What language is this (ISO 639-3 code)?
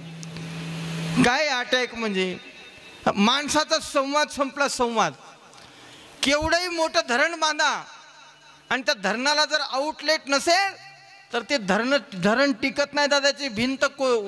mar